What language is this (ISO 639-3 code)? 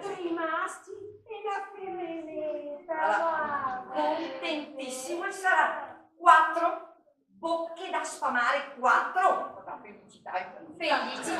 vec